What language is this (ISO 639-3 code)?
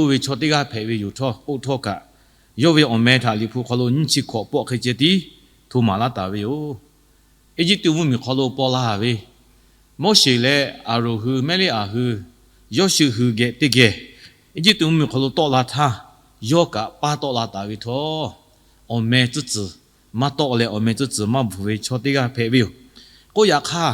lhu